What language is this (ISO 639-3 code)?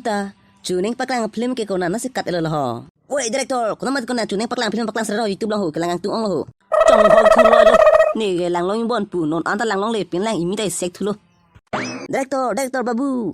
mjw